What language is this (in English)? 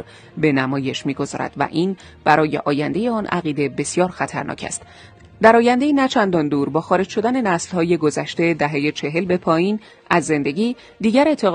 Persian